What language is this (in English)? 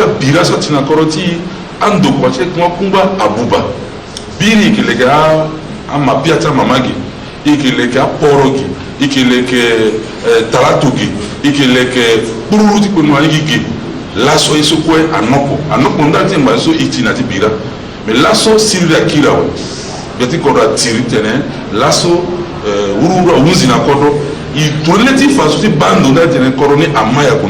Sango